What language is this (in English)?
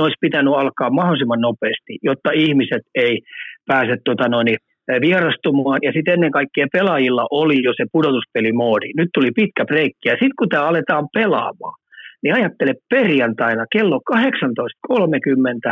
Finnish